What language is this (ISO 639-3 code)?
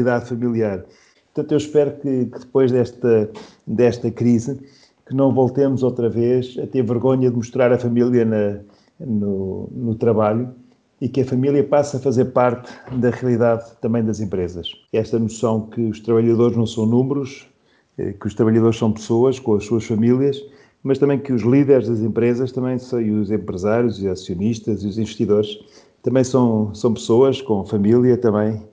por